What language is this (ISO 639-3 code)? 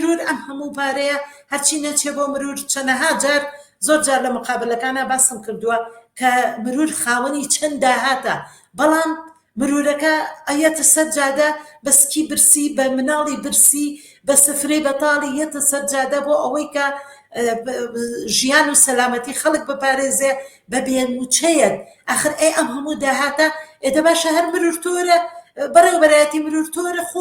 ckb